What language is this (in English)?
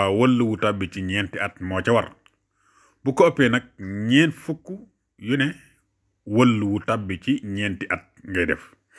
Wolof